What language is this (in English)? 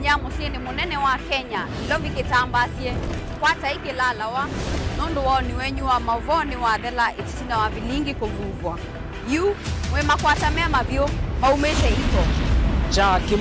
Kamba